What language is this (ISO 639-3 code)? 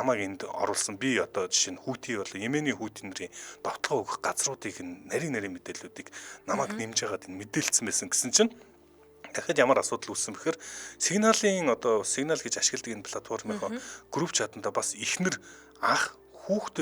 mon